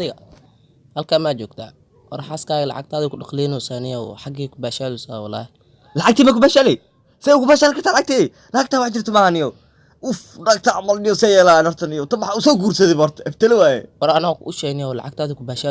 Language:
Somali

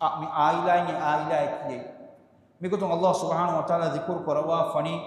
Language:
Divehi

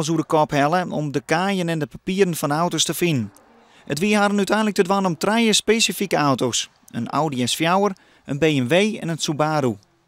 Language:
Western Frisian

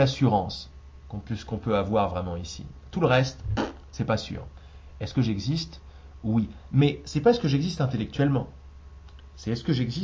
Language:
French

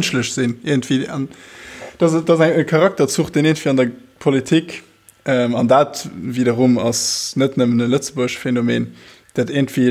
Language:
Luxembourgish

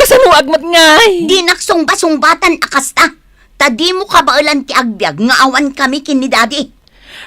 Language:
Iloko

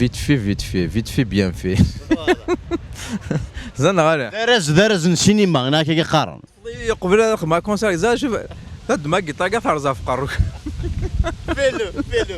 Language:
Kabyle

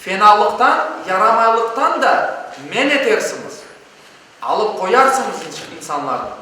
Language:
Crimean Tatar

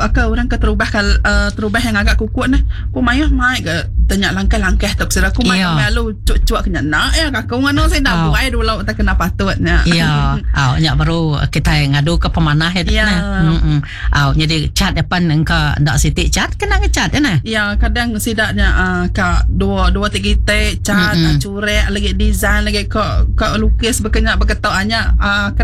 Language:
Iban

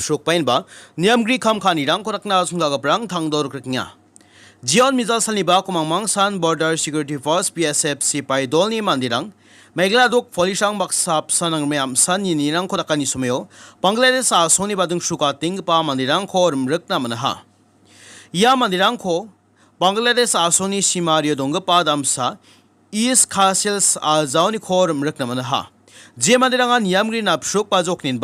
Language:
Garo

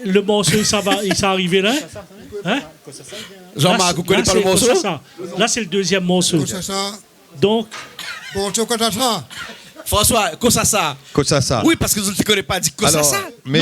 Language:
Réunion Creole French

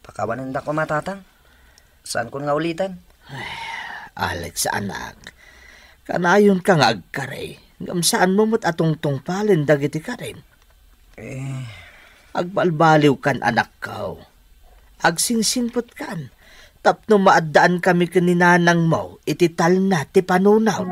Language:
Iloko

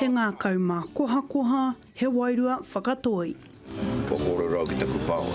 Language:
Māori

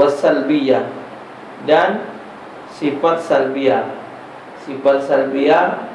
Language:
Musi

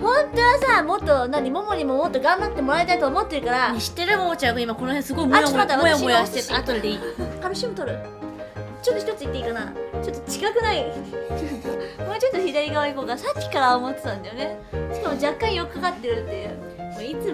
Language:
Japanese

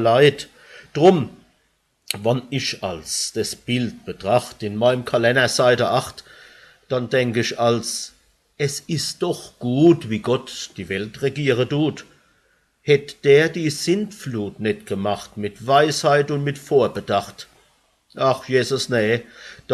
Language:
Palatine German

